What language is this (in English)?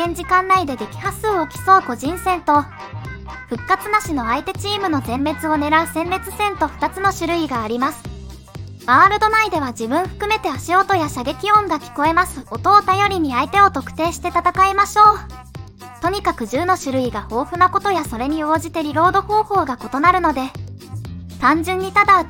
Japanese